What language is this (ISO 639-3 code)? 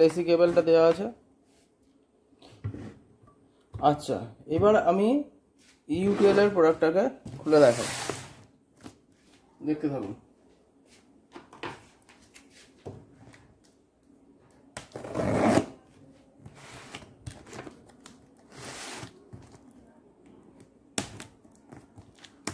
ben